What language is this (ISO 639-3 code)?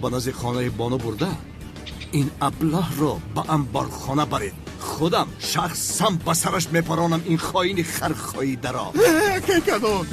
tgk